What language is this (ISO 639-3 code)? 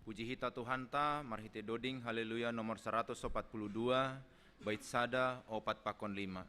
bts